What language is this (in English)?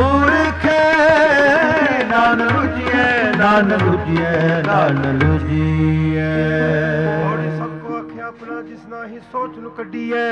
Punjabi